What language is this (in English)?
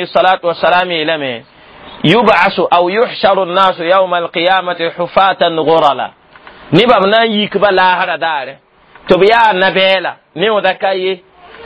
Mossi